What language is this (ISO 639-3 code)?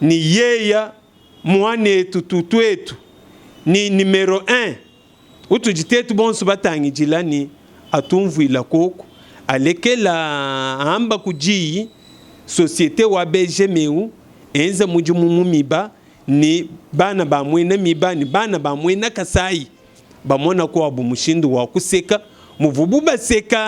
lua